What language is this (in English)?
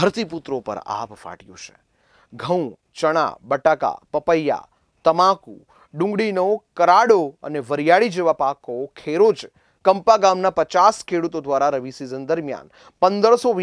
Gujarati